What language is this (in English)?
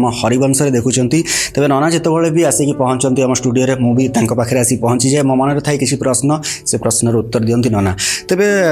Odia